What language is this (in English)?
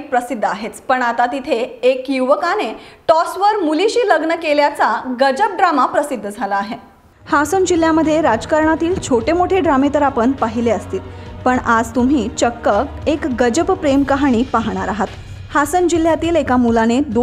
Marathi